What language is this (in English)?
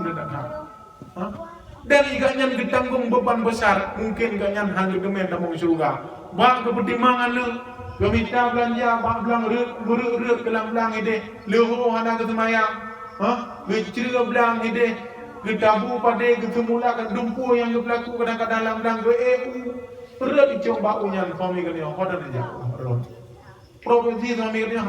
Achinese